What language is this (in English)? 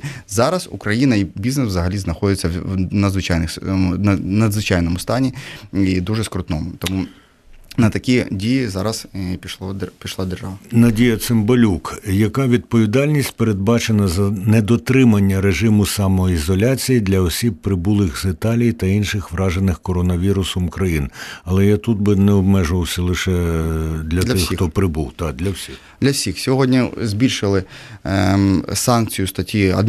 Ukrainian